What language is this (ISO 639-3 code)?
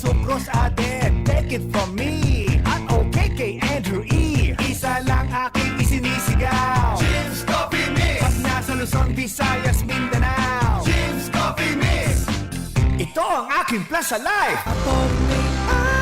bik